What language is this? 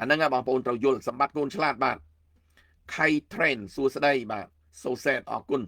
Khmer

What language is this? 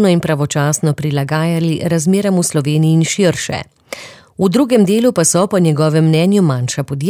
Slovenian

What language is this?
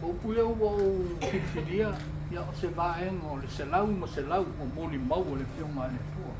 Samoan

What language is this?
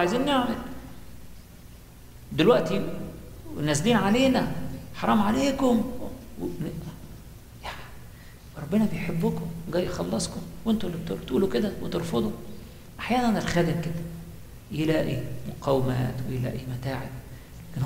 Egyptian Arabic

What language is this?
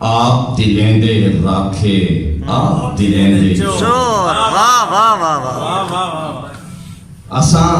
Saraiki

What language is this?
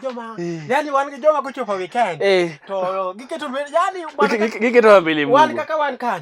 Luo (Kenya and Tanzania)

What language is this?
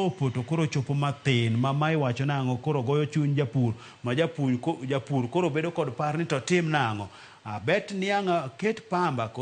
Luo (Kenya and Tanzania)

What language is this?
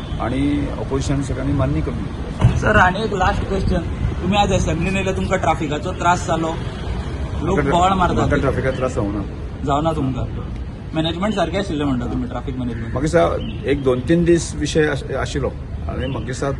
Konkani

